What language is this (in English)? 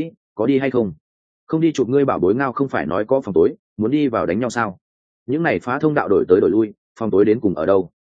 Vietnamese